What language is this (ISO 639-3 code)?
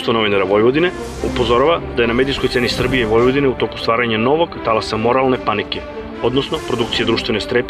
srp